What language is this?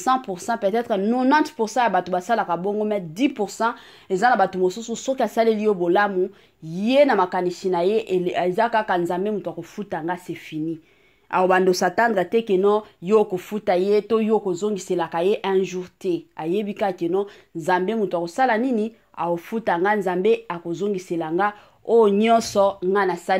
Lingala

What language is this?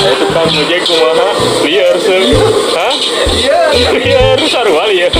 Sundanese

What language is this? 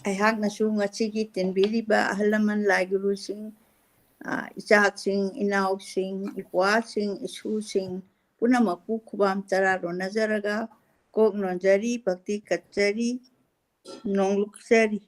Manipuri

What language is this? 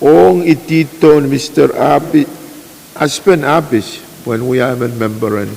Pohnpeian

